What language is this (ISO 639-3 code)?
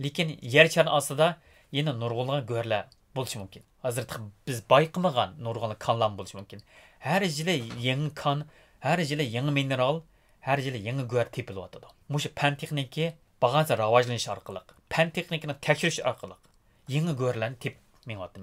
uig